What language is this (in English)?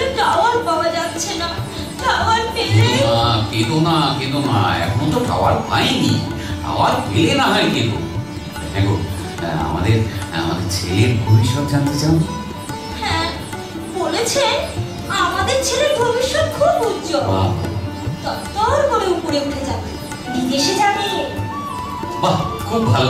Bangla